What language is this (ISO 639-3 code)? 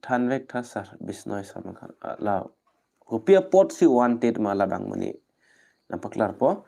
mjw